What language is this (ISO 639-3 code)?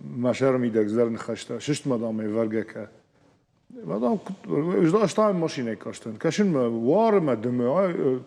oss